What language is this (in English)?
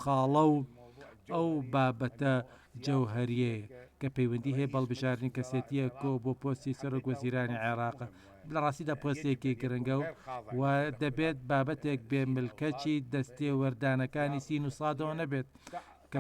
Central Kurdish